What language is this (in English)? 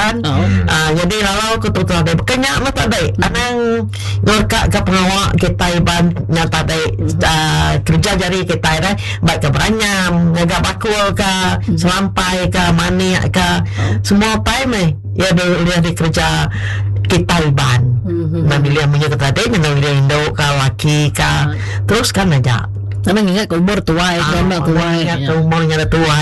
Iban